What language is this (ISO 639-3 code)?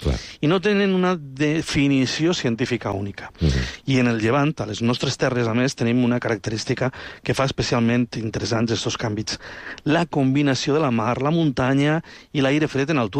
cat